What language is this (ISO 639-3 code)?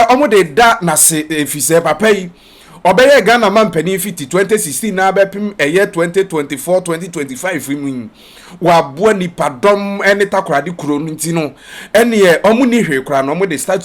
aka